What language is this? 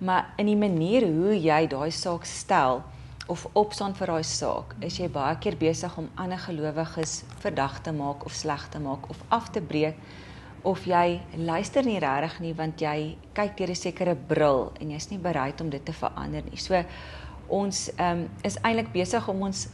Afrikaans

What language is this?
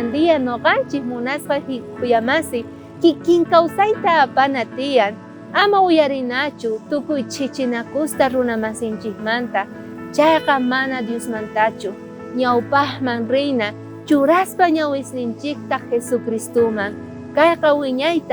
South Bolivian Quechua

